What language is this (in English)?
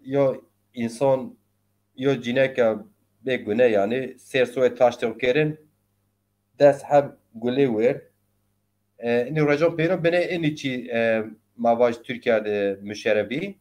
Zaza